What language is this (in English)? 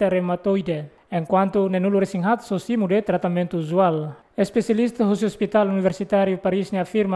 Tetum